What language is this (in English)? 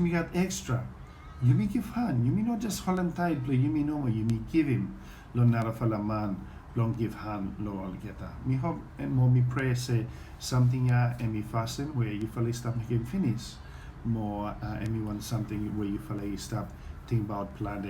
Bislama